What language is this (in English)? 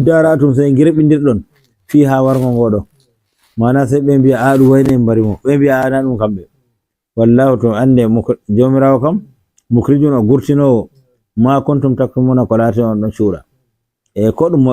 Fula